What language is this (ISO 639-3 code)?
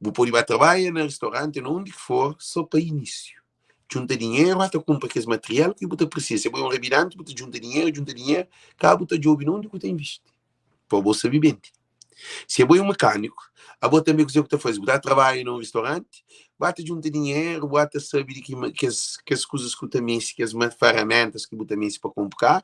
kea